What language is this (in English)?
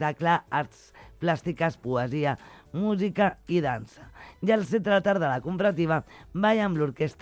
Catalan